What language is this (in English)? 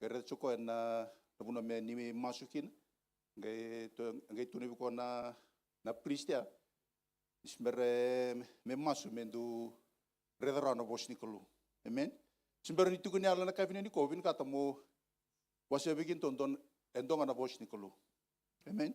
Fijian